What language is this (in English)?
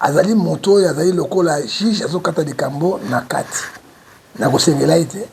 Lingala